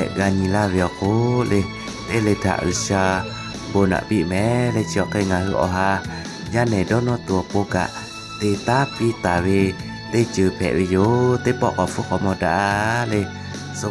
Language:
Lahu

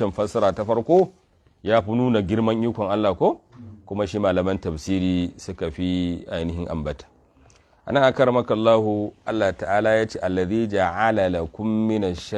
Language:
Hausa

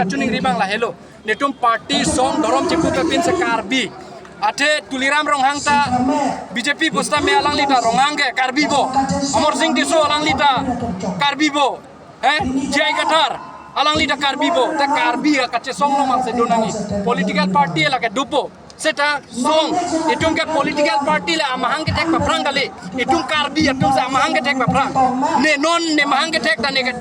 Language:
Karbi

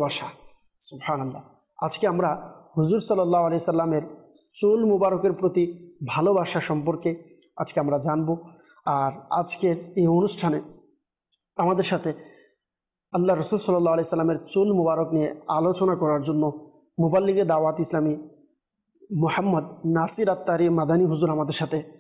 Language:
Bangla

